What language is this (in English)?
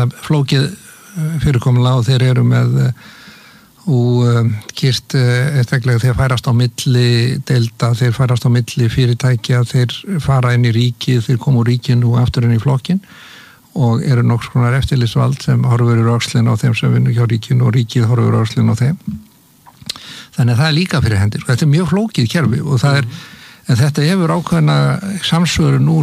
Icelandic